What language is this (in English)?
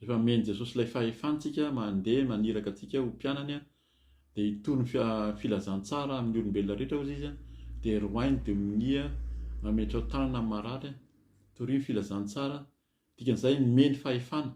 Malagasy